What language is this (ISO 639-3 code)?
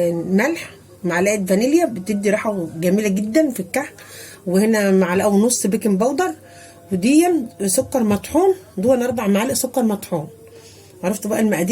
arz